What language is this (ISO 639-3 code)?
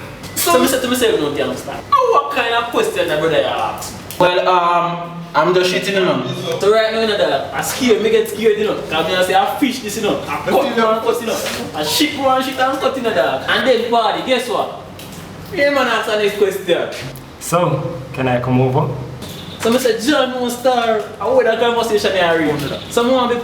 jam